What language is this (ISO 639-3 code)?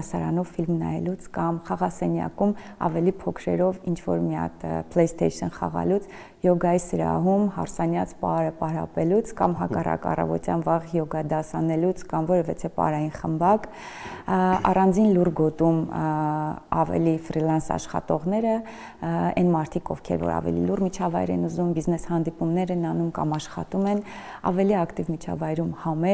hye